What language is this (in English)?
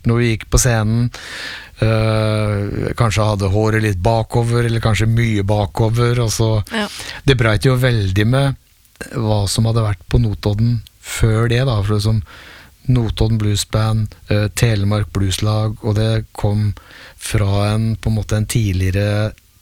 Norwegian